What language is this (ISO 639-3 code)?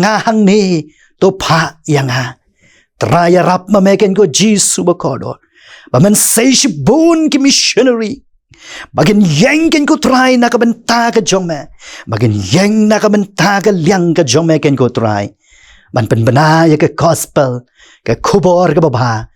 kha